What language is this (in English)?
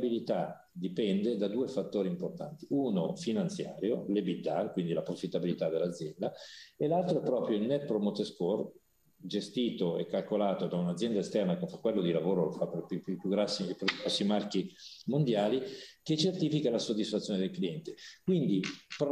Italian